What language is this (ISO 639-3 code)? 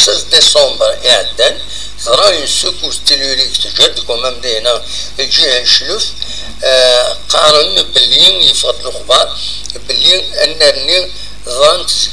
kab